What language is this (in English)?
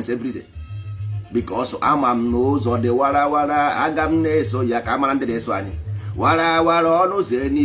Igbo